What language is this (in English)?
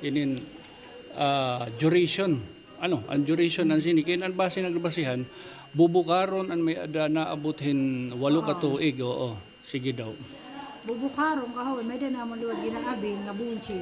Waray